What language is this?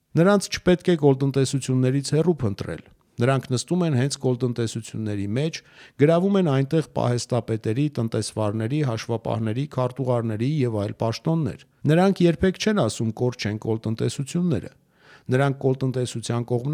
Armenian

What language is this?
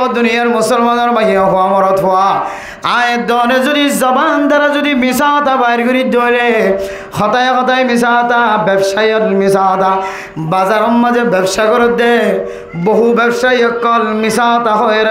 Rohingya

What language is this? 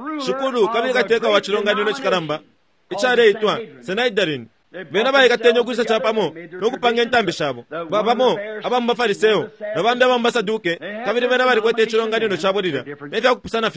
Bemba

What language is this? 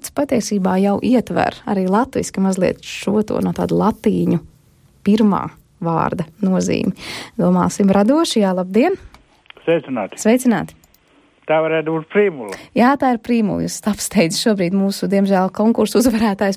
Latvian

